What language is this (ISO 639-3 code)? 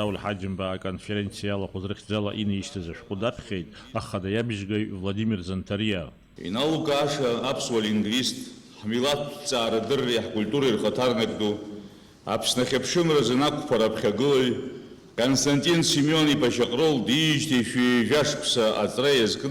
abk